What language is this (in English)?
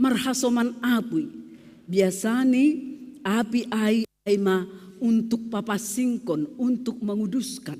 Batak Simalungun